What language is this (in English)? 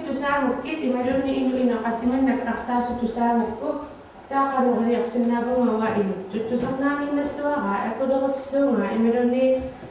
Kalaallisut